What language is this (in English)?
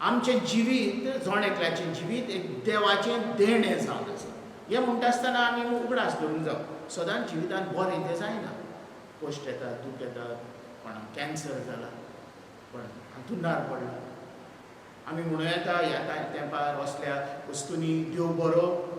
Konkani